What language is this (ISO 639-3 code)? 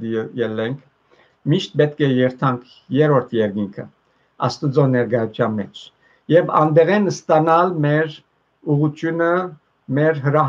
hyw